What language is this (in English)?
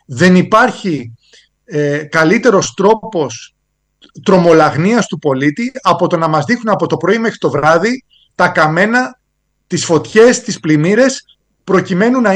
Greek